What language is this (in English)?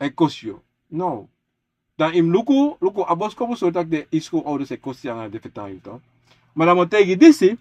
Sranan Tongo